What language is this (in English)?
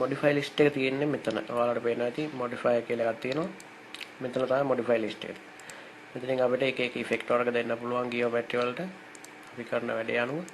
Sinhala